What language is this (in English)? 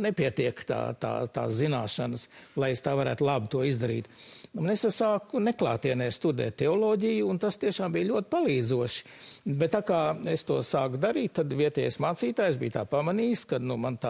Latvian